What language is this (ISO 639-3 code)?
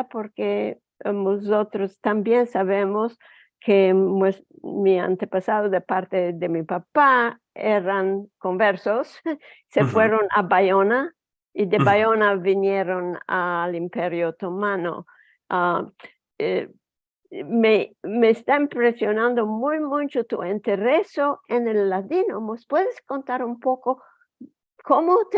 lad